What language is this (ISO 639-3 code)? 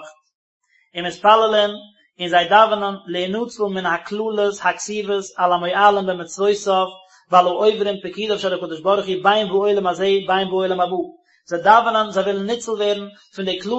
yid